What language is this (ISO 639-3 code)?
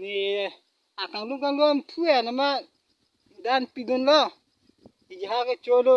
mjw